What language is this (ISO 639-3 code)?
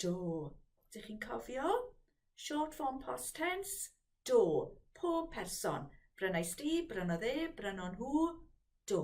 cym